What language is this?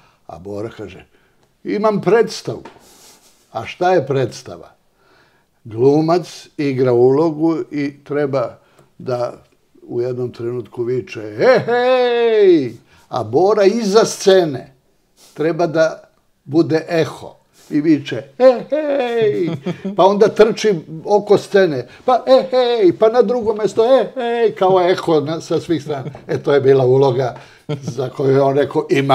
Serbian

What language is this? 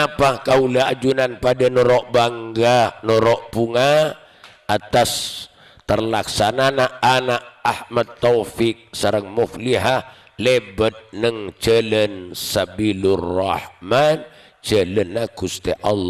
Madurese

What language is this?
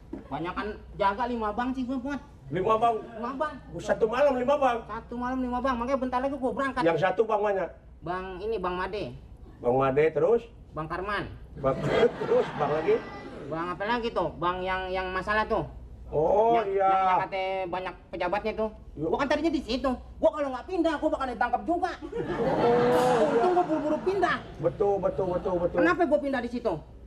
Betawi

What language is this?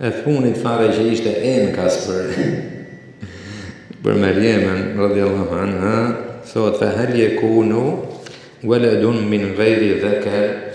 Albanian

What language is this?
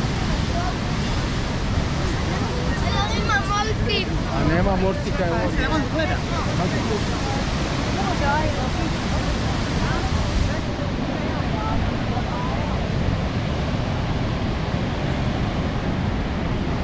Croatian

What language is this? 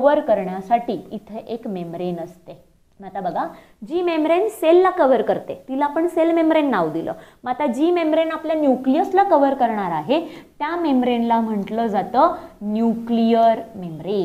Marathi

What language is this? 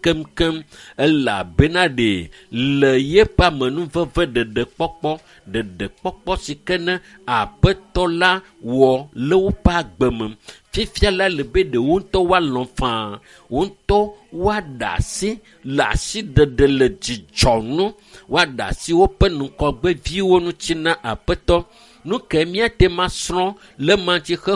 Ewe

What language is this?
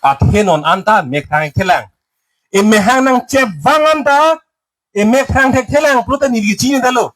Karbi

